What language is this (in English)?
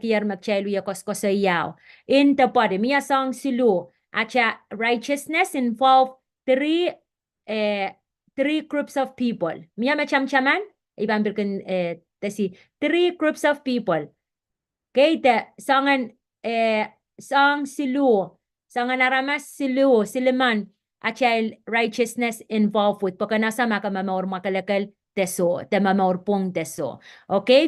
Pohnpeian